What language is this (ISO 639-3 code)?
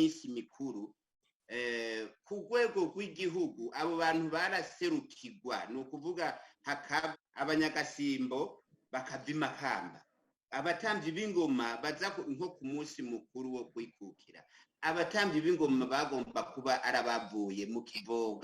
run